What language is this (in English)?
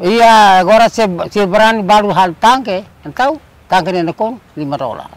Tetum